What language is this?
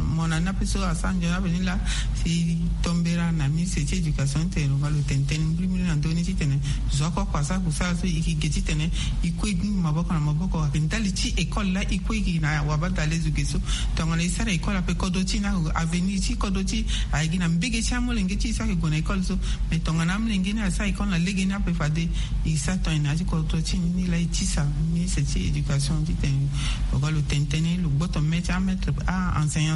Sango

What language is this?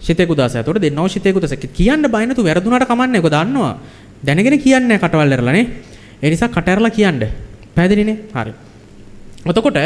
Sinhala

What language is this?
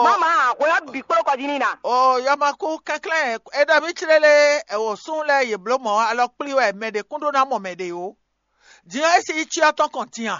Fon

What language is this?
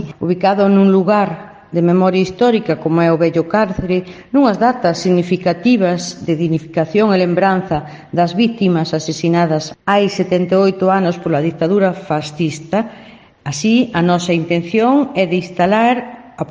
Galician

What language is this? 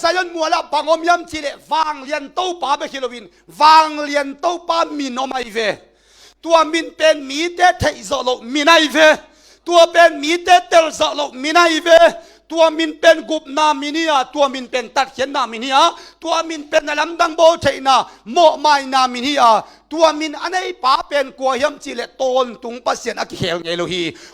Tedim Chin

